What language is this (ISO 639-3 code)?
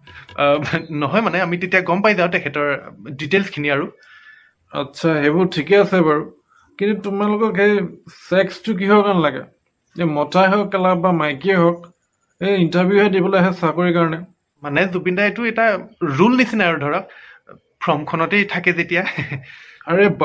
asm